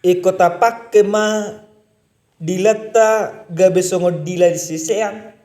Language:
Batak Toba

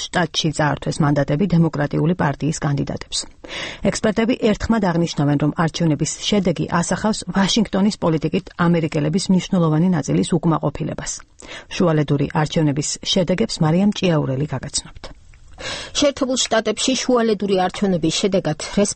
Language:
Georgian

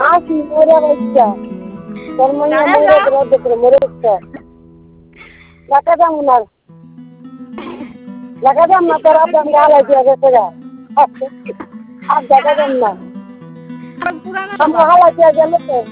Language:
Bangla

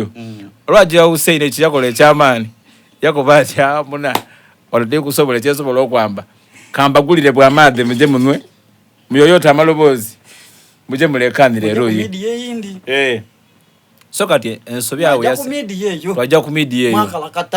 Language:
Soga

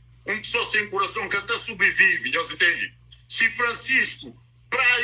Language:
Kabuverdianu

